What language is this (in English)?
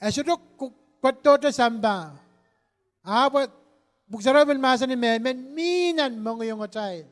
Pohnpeian